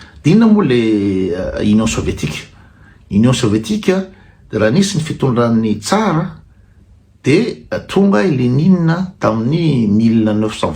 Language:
Malagasy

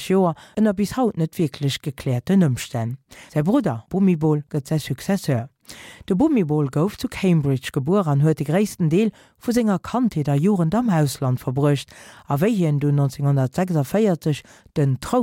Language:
Luxembourgish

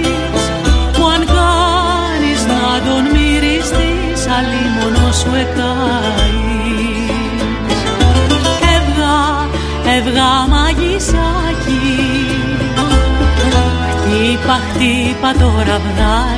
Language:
Greek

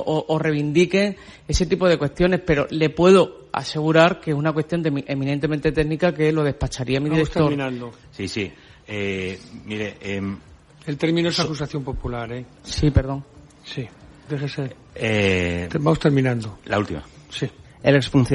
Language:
Spanish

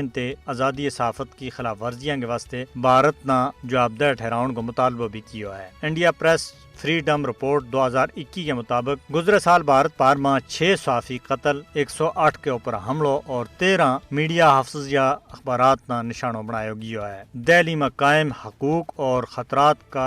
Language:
Gujari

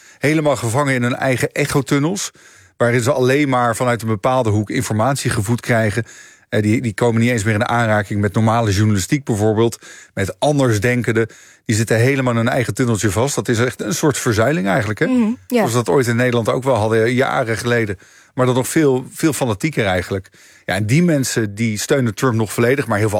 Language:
Dutch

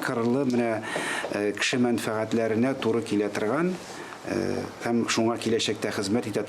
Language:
Tatar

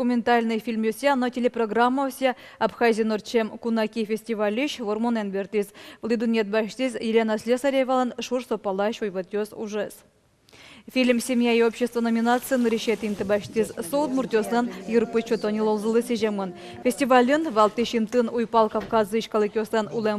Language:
Udmurt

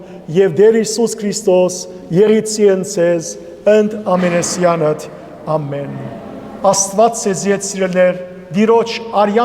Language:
Western Armenian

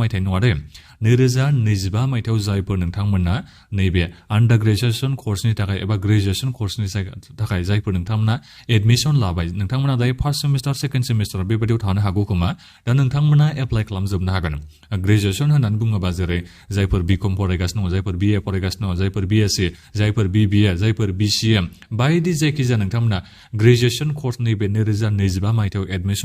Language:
Bodo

